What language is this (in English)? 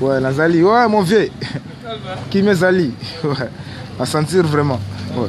Lingala